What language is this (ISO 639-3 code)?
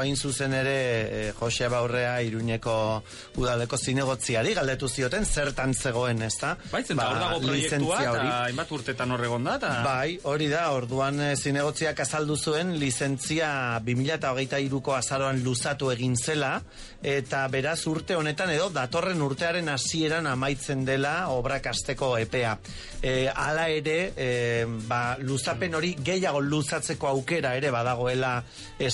eus